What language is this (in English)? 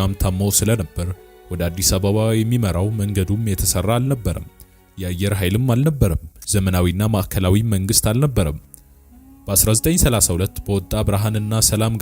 Amharic